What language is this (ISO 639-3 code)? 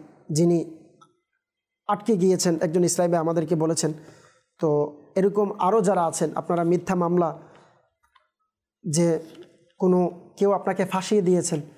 ben